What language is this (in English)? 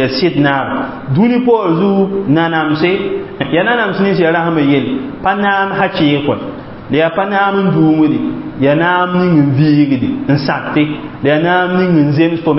Mossi